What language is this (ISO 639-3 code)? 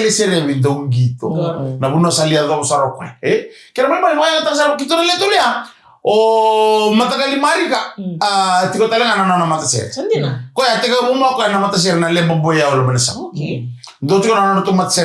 fij